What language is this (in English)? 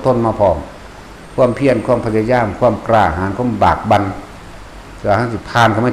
Northeastern Thai